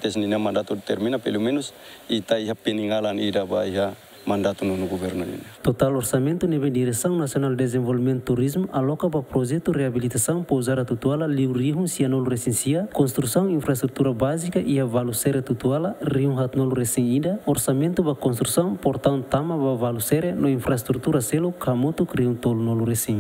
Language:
Tetum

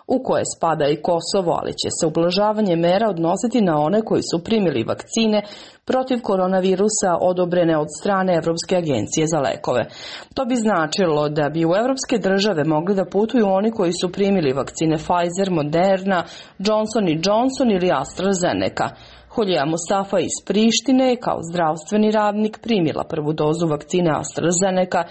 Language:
Serbian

